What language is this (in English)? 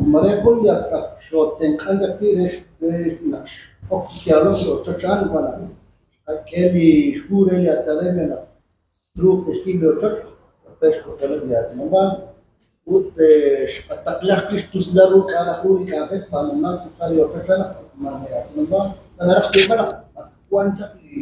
Kekchí